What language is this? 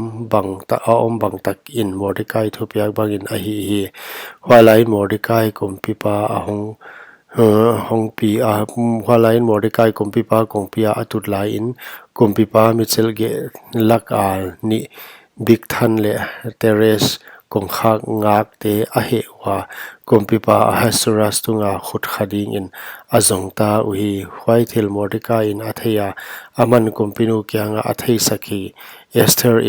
Paite Chin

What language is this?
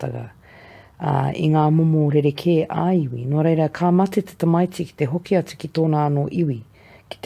Māori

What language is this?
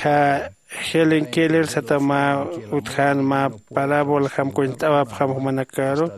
Aymara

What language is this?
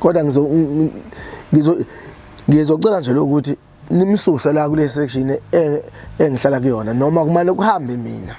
Zulu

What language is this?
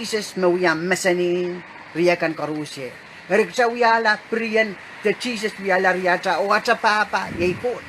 Pohnpeian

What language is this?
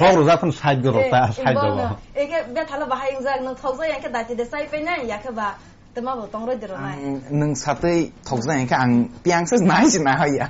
Kok Borok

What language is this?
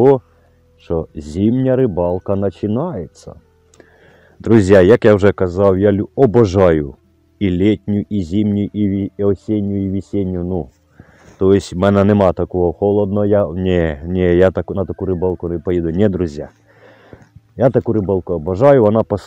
Ukrainian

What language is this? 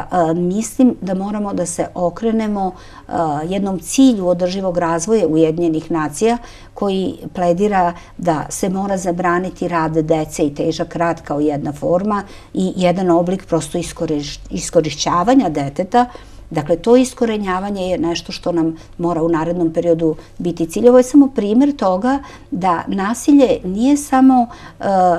Serbian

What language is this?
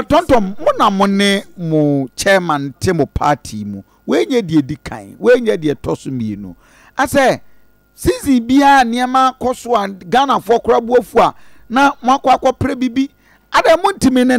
Akan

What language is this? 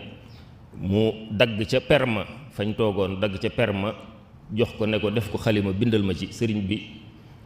Wolof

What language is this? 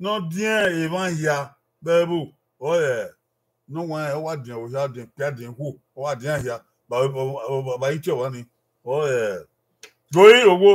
Bini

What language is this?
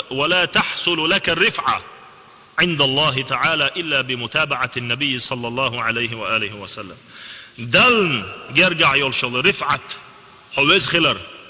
Chechen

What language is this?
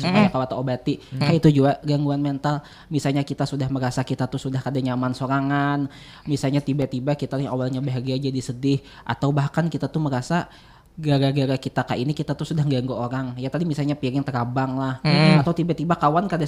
Banjar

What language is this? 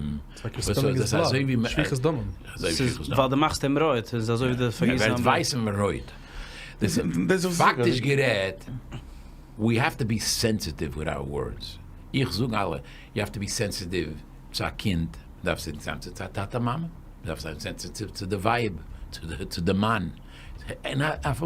Yiddish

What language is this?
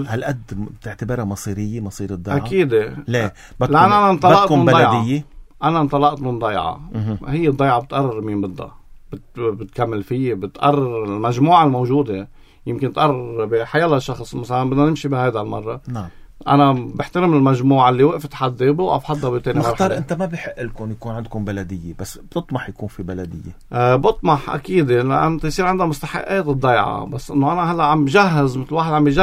North Levantine Arabic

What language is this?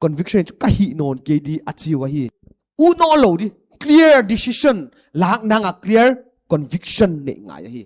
Paite Chin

